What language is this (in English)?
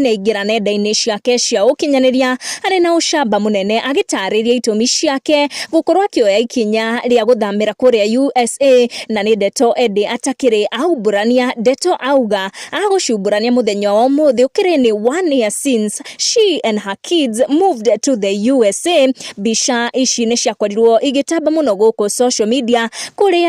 Kikuyu